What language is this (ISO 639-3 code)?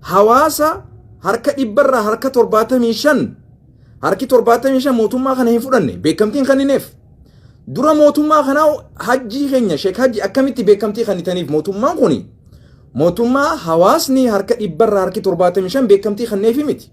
orm